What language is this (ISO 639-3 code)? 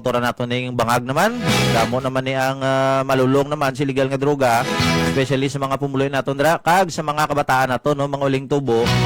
hil